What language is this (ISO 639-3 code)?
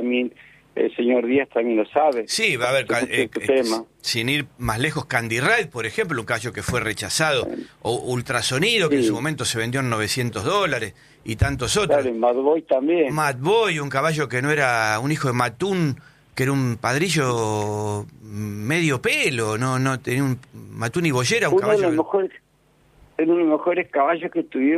spa